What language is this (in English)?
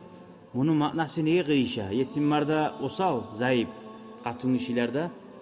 Kumyk